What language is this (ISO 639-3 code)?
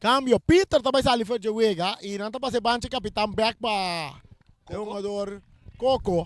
pap